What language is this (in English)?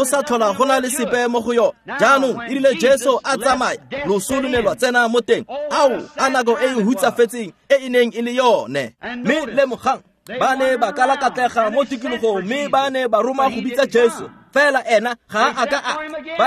Tswana